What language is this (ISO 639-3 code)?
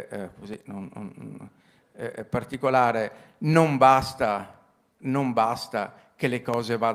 ita